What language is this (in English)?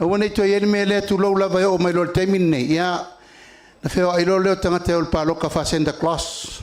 Samoan